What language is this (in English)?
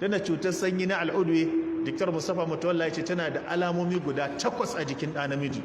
Hausa